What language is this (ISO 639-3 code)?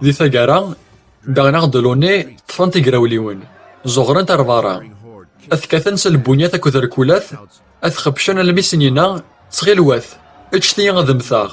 kab